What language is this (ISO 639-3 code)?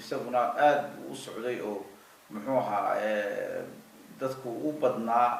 som